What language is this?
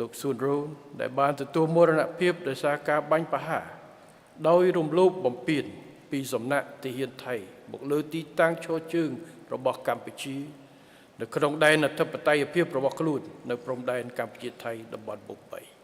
Khmer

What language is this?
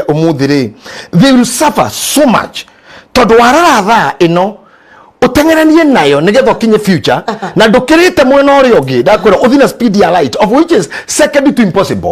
Kikuyu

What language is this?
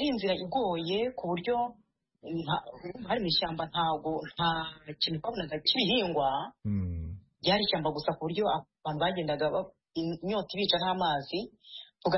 Kinyarwanda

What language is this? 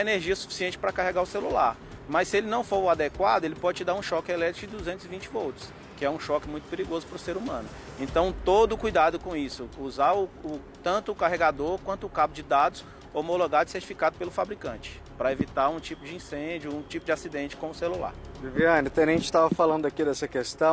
Portuguese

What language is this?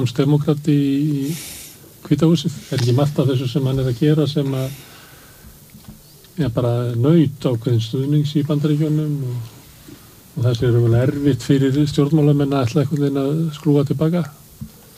Icelandic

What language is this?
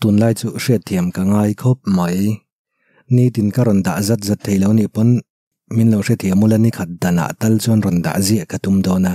Mizo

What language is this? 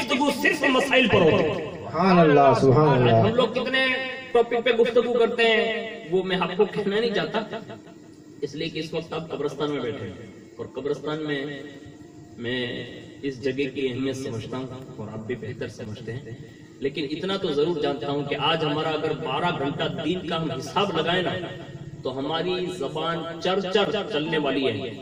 Urdu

